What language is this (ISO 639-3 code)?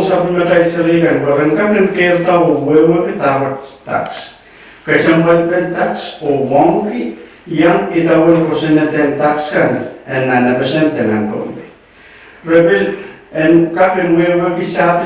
pon